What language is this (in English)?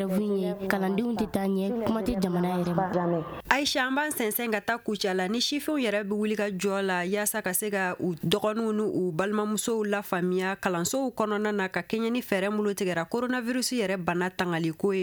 Bambara